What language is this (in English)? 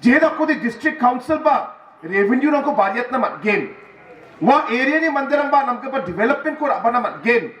Garo